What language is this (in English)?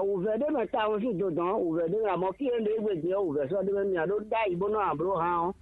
Fon